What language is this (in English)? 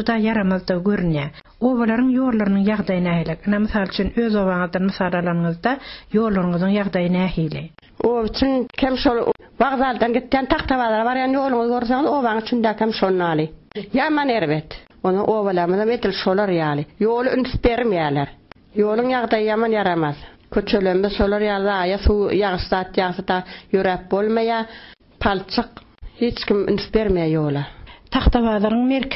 Turkmen